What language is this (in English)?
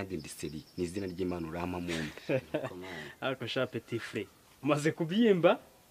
Kinyarwanda